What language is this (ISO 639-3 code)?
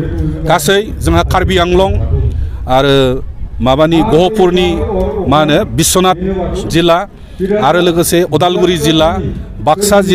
brx